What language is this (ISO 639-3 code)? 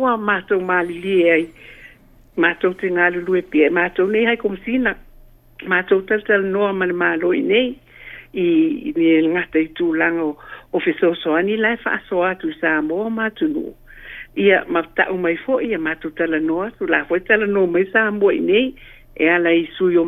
smo